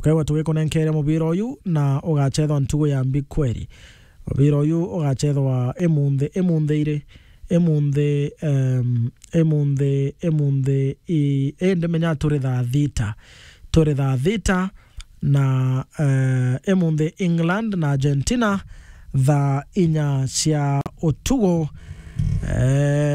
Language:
Meru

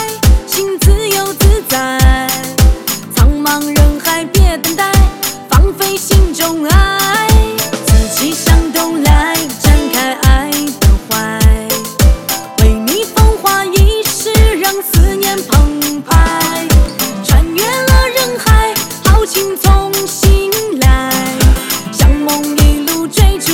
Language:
Chinese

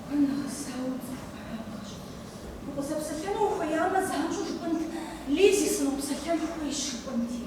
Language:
Kabardian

